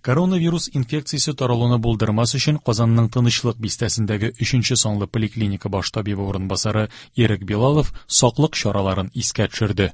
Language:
Tatar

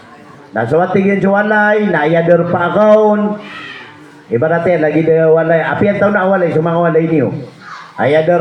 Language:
Maranao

